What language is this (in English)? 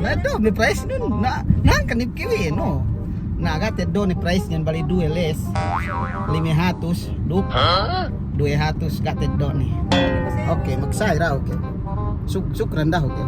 Yakan